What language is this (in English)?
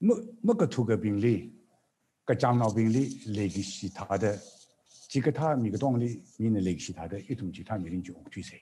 Tangkhul Naga (India)